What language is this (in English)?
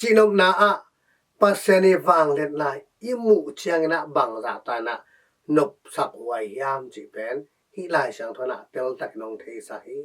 Tedim Chin